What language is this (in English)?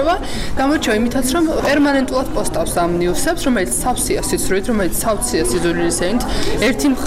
Georgian